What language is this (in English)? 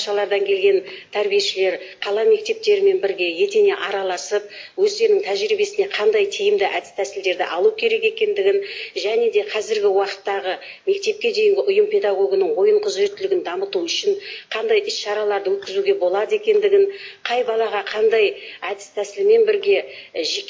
Kazakh